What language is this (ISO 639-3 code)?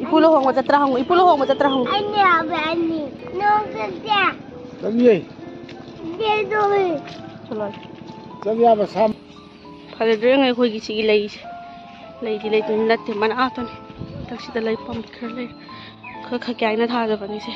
mni